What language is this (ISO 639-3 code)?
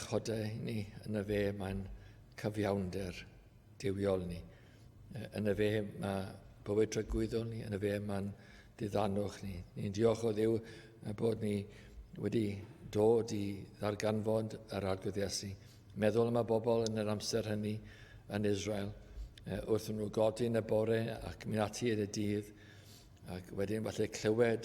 cym